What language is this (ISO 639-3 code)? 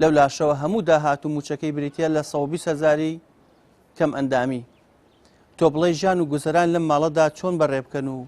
ckb